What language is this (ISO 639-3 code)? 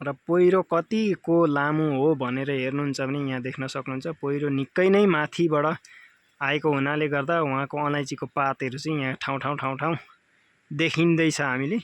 nep